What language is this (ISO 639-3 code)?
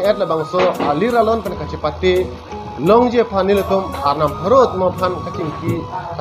mjw